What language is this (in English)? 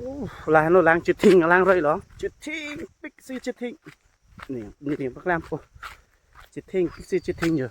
Karbi